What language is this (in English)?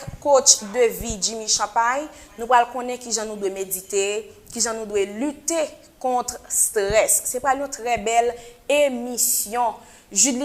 Haitian Creole